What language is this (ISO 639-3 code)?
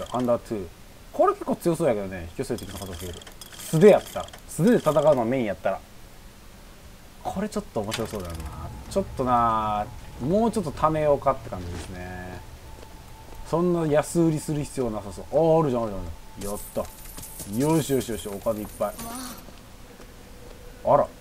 jpn